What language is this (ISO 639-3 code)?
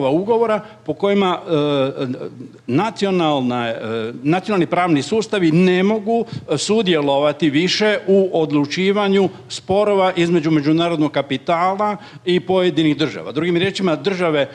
hrv